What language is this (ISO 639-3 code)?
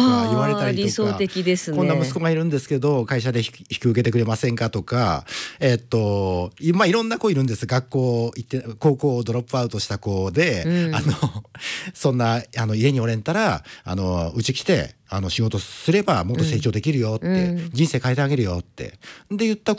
jpn